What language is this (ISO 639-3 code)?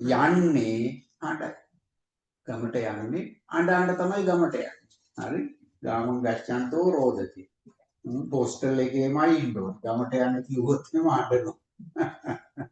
sin